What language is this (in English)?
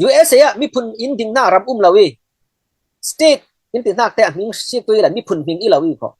Falam Chin